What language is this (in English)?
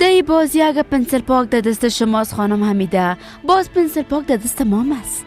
Persian